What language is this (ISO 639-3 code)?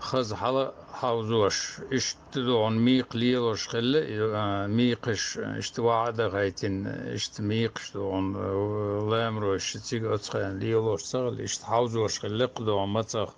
che